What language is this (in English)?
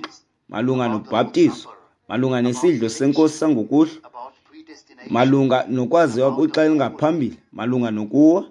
Xhosa